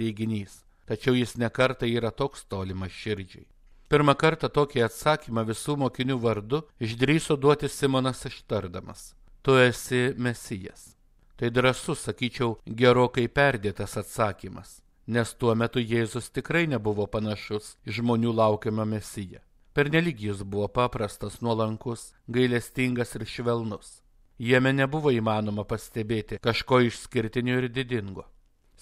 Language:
Lithuanian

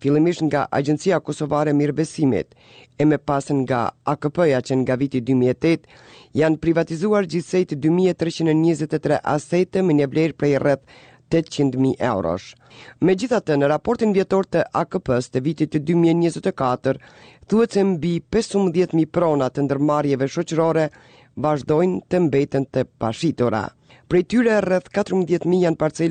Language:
Albanian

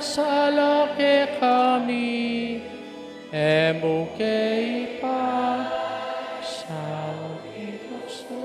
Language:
Pampanga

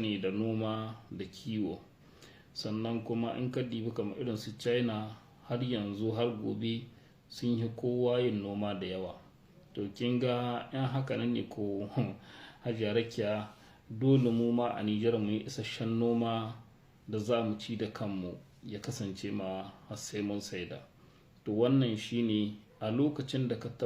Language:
Hausa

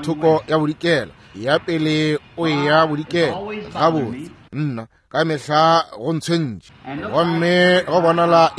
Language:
Northern Sotho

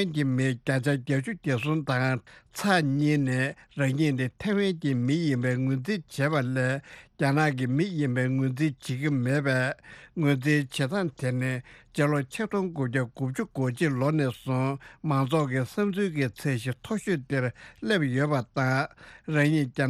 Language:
Tibetan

